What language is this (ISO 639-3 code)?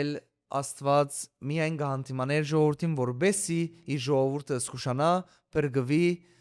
hyw